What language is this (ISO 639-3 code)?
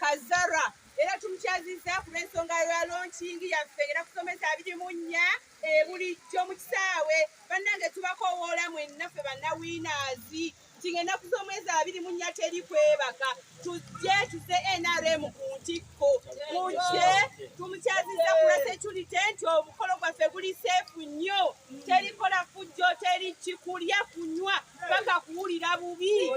lug